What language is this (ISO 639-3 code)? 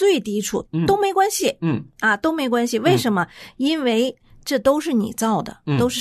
zho